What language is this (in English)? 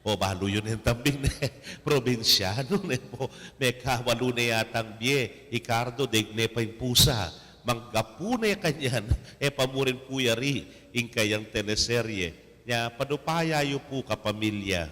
Pampanga